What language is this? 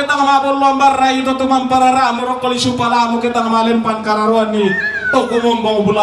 Toraja-Sa'dan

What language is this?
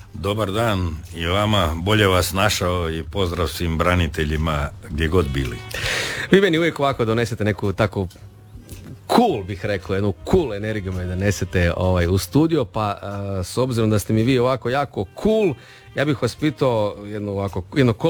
Croatian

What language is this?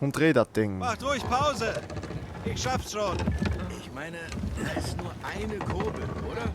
Swiss German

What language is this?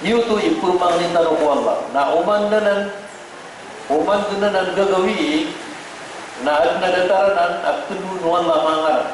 Maranao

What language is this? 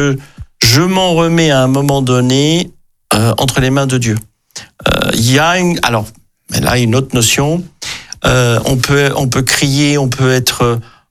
French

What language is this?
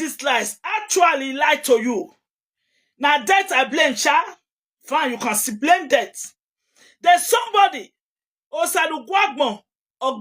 Nigerian Pidgin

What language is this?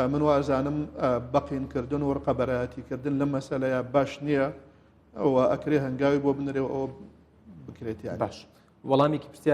Central Kurdish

